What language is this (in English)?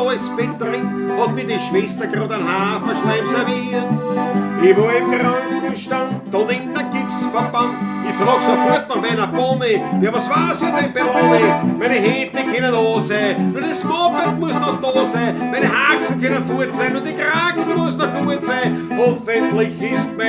Bavarian